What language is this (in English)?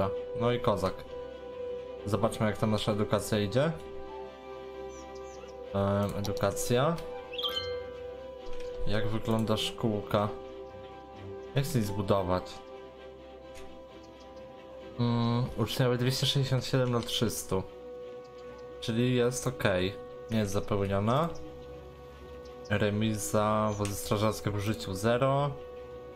Polish